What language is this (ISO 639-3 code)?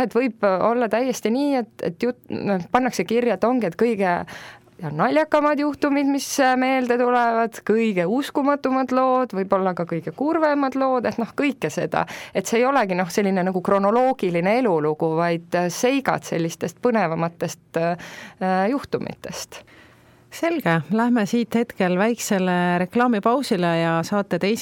est